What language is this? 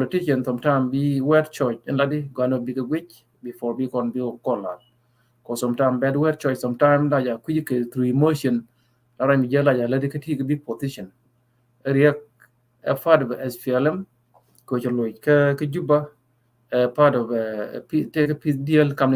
Nuer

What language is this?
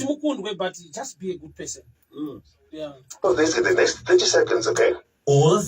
Shona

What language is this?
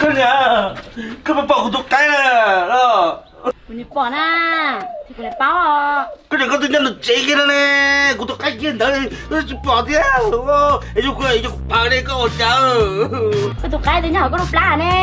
Hmong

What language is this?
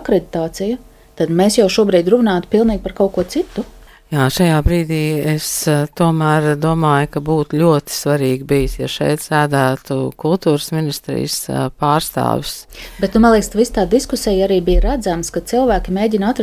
Latvian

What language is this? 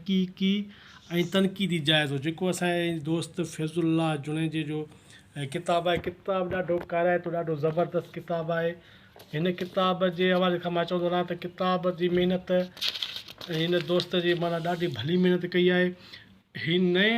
Sindhi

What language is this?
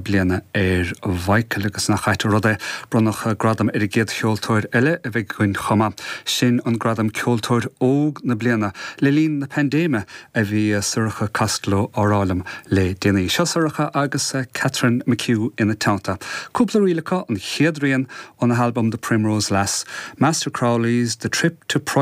Irish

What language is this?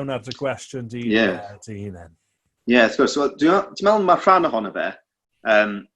Welsh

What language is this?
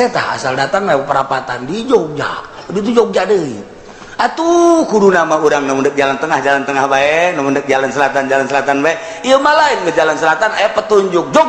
Sundanese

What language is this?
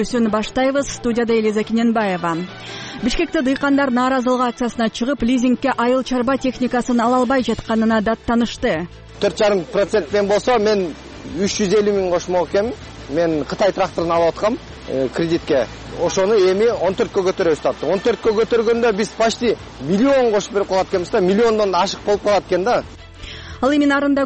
Kyrgyz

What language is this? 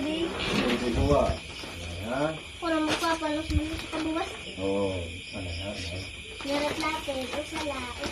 Waray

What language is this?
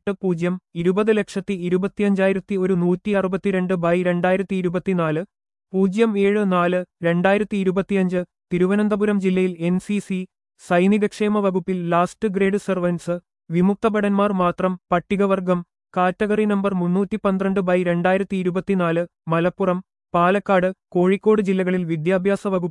Malayalam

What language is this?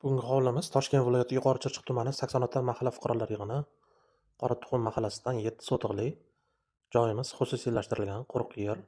Uzbek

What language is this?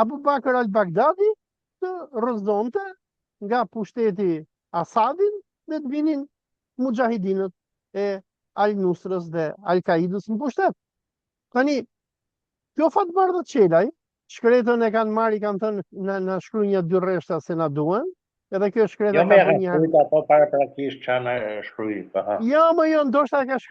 Albanian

